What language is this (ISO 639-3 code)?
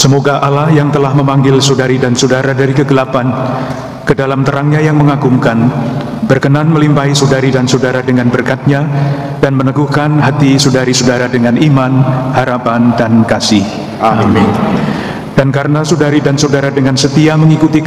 ind